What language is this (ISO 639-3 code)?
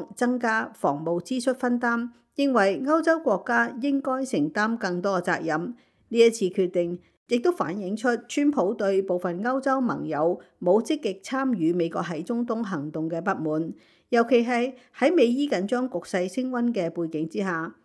yue